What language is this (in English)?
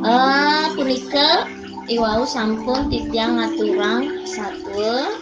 Balinese